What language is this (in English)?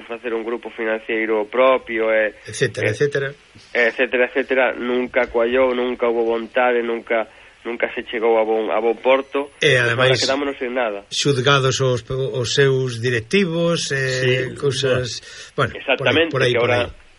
Galician